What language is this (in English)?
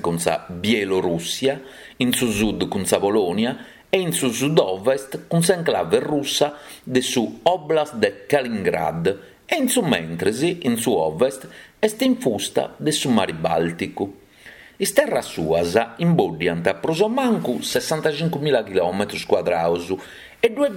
Sardinian